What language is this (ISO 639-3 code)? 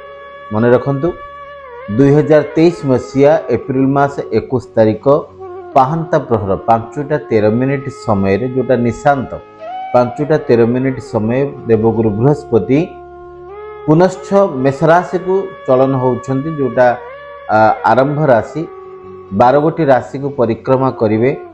ori